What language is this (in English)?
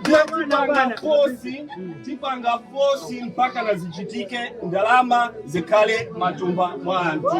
Nyanja